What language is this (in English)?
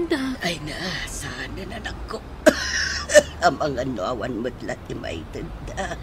Iloko